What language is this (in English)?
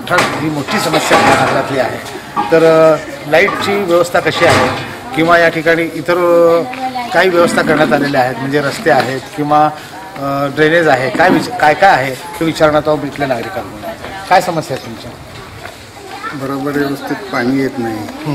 Marathi